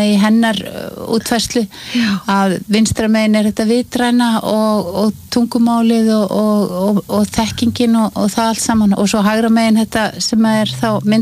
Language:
Icelandic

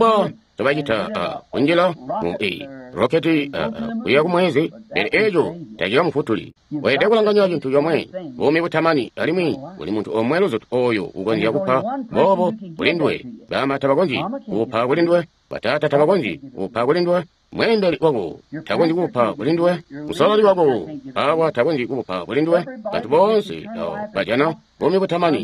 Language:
Tonga (Zambia)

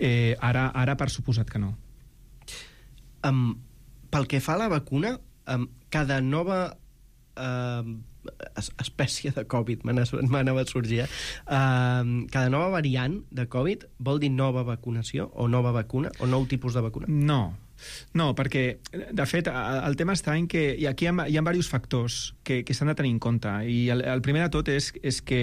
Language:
Catalan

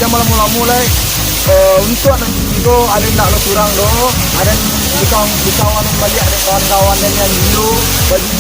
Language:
Minangkabau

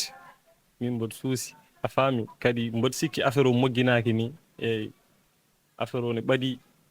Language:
Fula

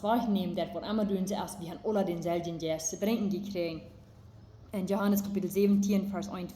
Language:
Plautdietsch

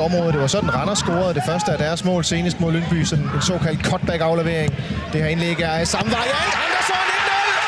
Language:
Danish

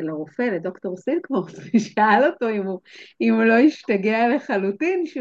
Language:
Hebrew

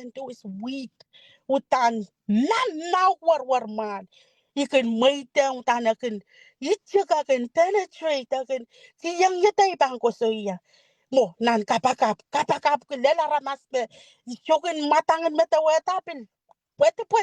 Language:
Pohnpeian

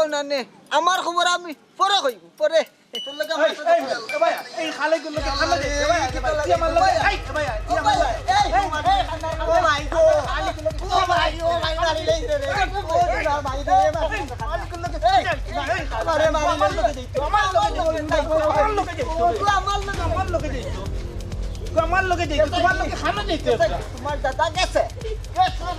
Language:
Sylheti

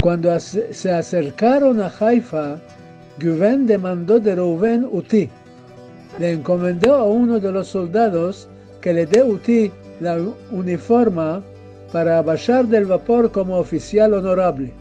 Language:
Ladino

